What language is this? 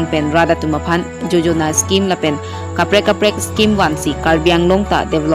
Karbi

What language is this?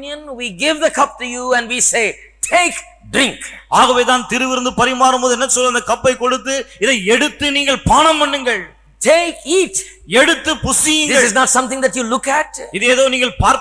Tamil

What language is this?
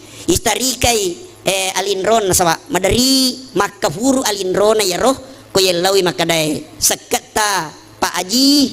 Buginese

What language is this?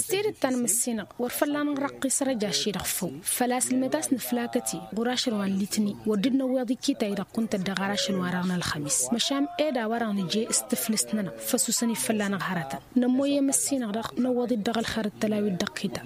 Tamasheq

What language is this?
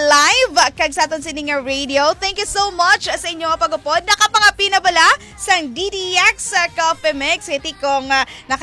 Hiligaynon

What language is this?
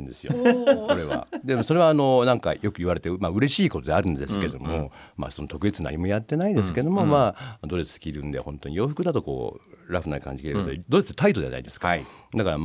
Japanese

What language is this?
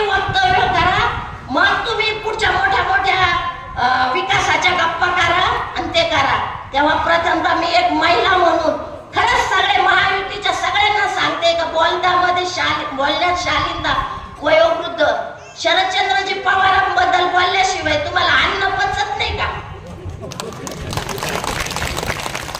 Marathi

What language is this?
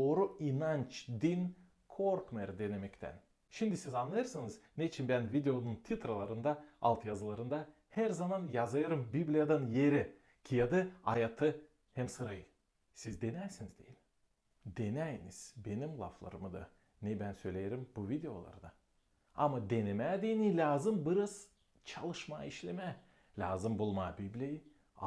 Gagauz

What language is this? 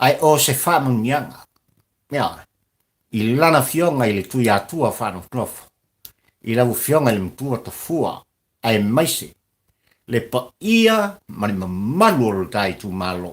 Samoan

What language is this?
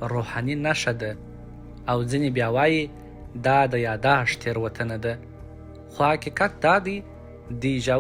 Pashto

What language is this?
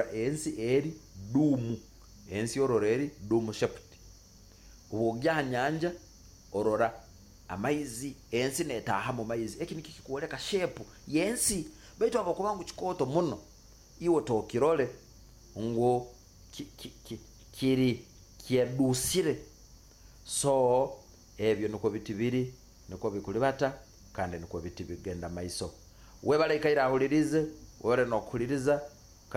Nyoro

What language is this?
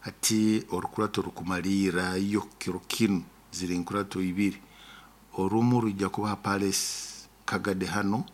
Nyoro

